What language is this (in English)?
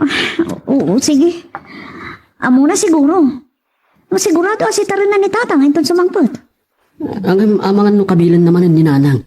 Iloko